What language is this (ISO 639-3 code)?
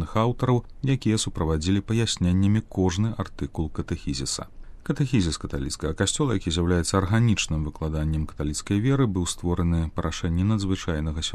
bel